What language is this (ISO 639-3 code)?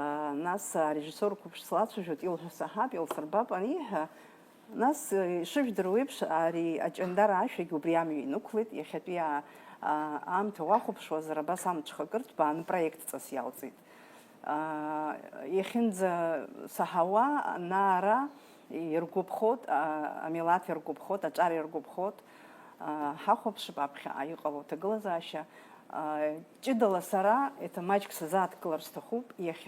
abk